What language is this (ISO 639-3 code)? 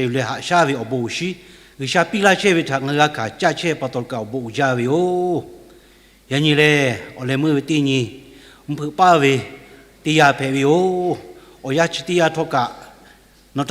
lhu